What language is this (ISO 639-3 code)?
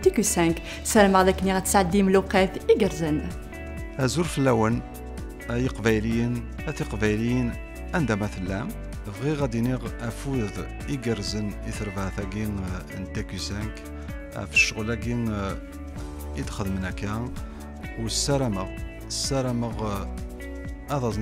kab